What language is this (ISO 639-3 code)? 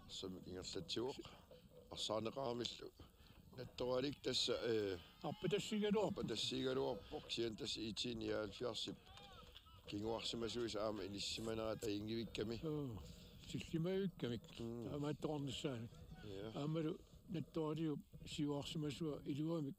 kal